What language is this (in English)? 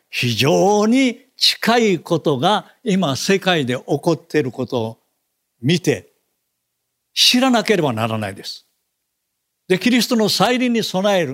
Japanese